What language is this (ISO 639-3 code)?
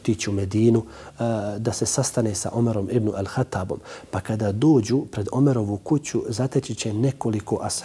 bos